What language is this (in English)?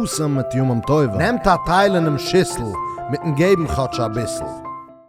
Yiddish